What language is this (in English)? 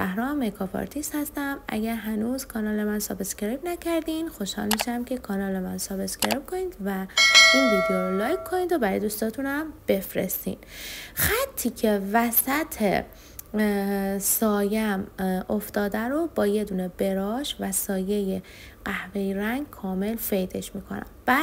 Persian